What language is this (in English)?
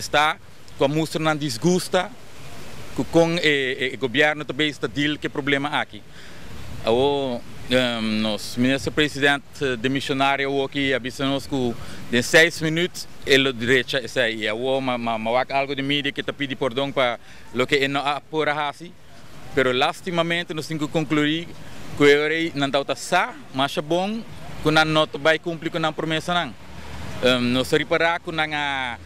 Papiamento